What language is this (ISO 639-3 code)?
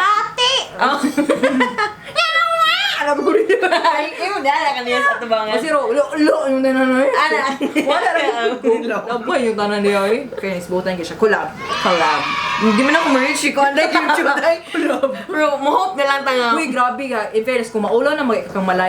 ceb